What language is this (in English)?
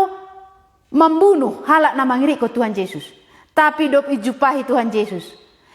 Batak Simalungun